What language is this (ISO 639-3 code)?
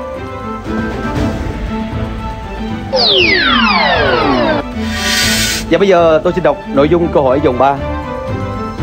vie